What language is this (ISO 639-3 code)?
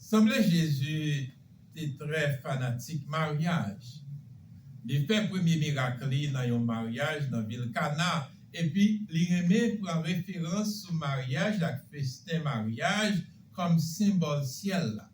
hat